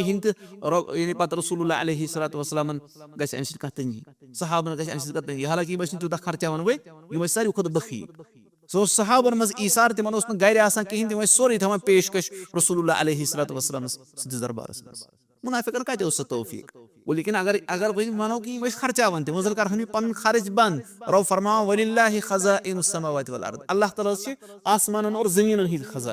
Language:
Kashmiri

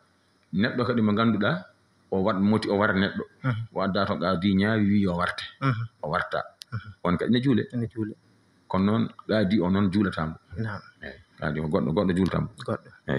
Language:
Fula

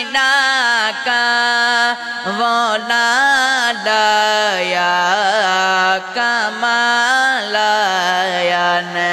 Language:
Urdu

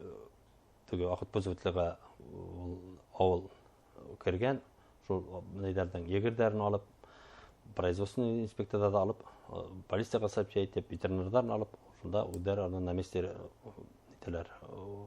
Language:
Bashkir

